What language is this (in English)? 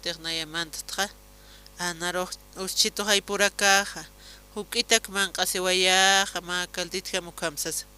Aymara